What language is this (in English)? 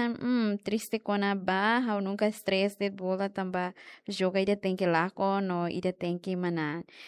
Tetum